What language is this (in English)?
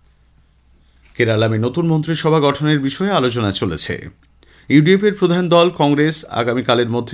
Bangla